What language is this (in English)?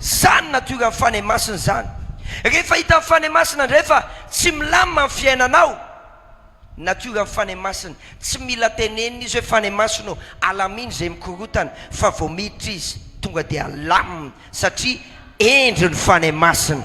Malagasy